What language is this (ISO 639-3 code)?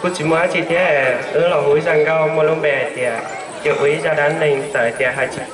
hmn